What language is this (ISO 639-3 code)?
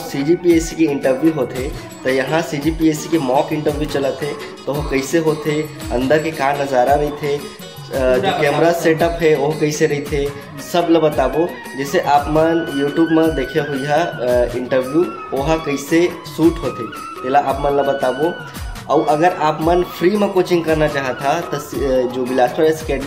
hne